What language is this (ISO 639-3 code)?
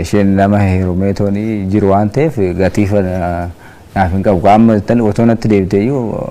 orm